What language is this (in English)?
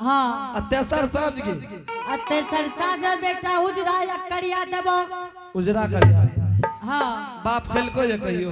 Angika